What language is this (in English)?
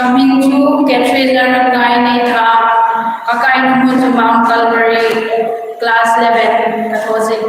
Hmar